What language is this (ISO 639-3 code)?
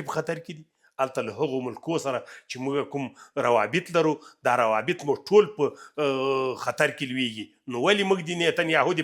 pus